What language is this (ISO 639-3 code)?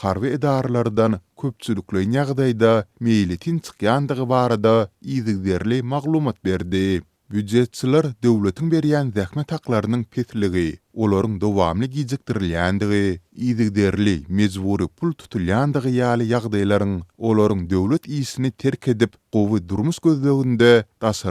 tuk